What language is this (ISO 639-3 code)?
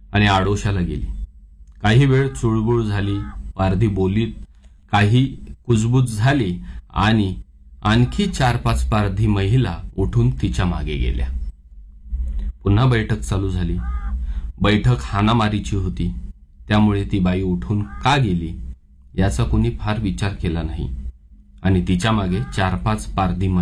mar